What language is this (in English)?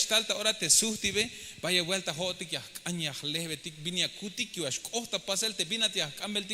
Tzeltal